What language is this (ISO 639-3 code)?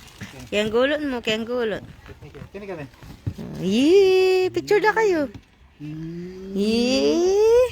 pam